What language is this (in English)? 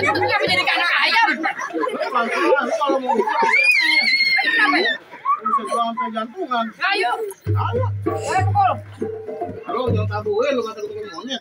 Betawi